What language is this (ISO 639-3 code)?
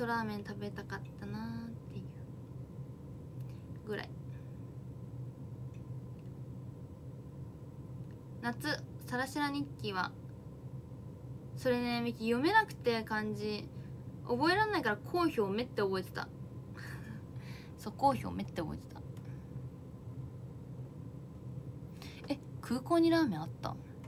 jpn